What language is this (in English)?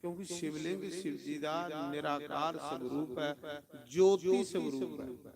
Dogri